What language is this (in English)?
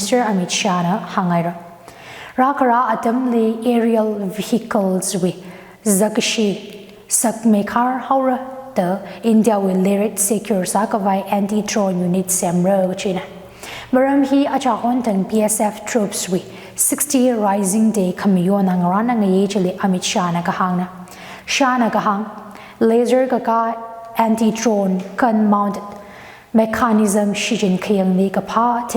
Tangkhul Naga (India)